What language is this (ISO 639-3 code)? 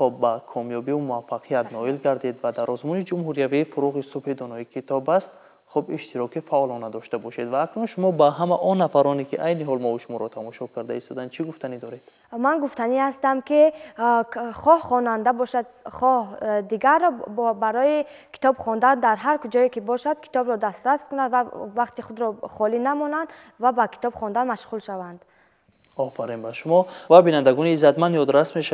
tgk